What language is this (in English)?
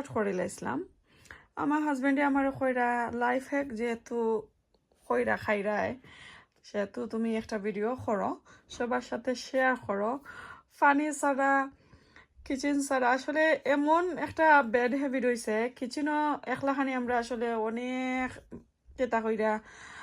Sylheti